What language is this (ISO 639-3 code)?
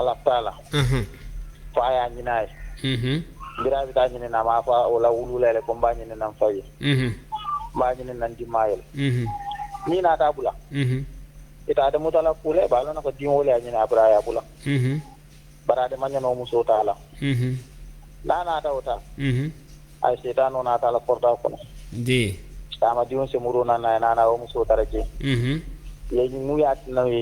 bam